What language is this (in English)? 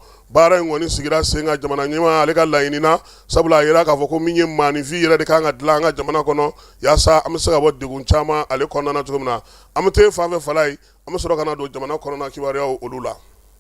Bambara